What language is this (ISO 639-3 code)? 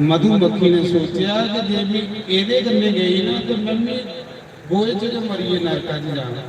doi